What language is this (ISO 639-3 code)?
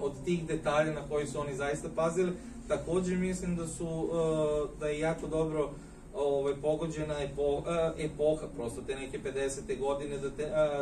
srp